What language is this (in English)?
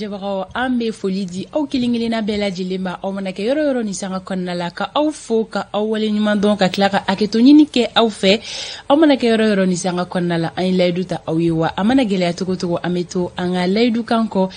Bambara